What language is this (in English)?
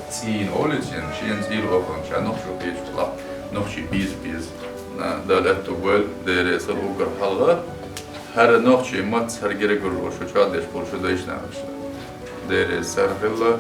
Chechen